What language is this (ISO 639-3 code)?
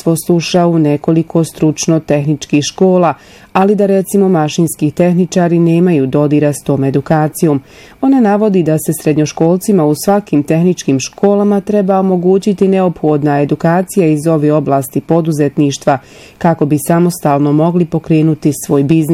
bos